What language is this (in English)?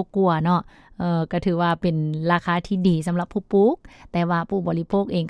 Lao